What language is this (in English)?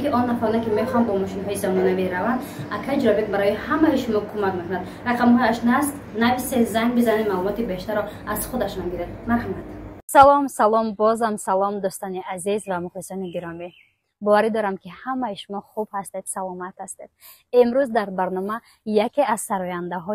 Tajik